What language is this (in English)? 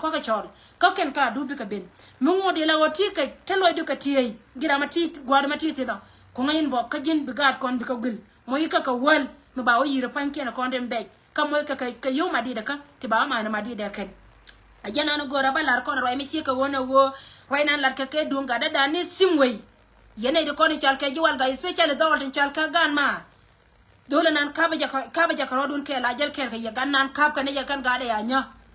Nuer